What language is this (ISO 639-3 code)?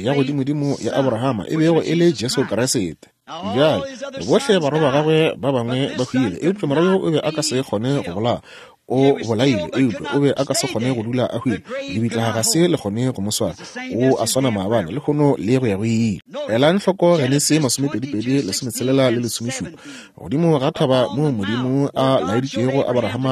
nso